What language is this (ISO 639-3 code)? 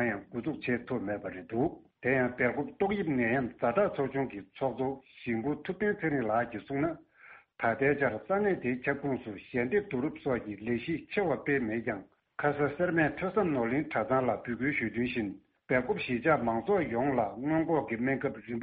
bod